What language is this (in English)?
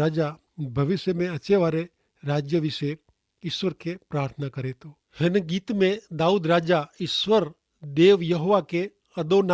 Kachhi